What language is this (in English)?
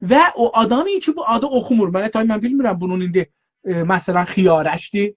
South Azerbaijani